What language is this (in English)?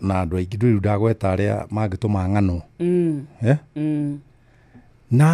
Kikuyu